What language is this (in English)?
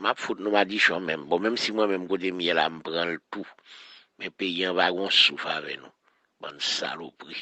Haitian Creole